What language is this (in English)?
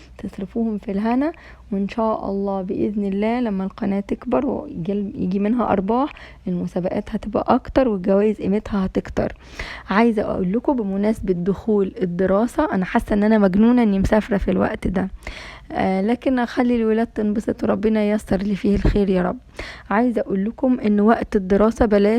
Egyptian Arabic